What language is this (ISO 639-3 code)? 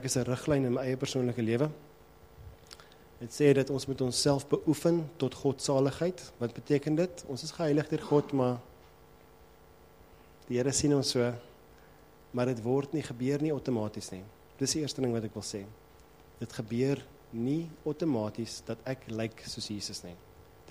afr